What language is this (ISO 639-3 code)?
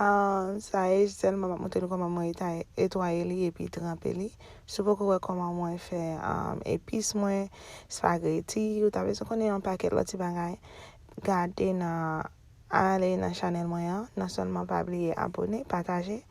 hat